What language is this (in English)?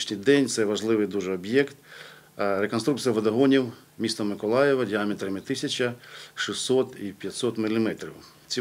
Ukrainian